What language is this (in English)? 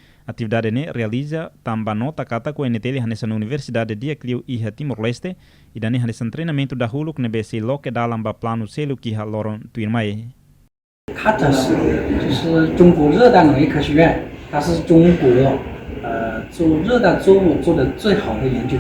Tetum